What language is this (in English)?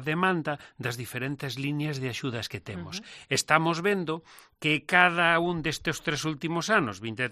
Galician